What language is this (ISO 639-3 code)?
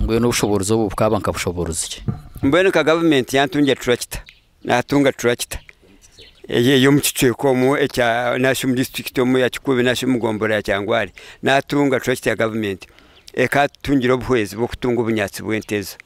nyn